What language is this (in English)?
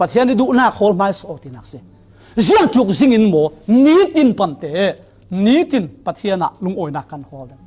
Falam Chin